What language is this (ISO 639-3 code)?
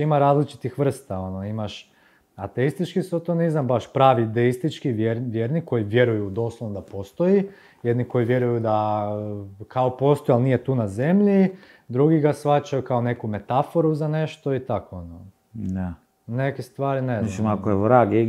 hrv